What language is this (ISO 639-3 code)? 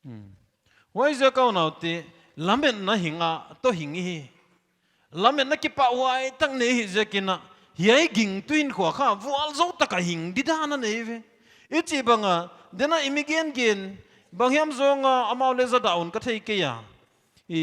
pck